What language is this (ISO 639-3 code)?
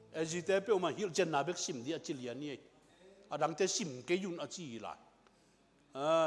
ctd